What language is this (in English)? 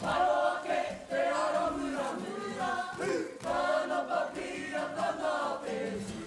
Māori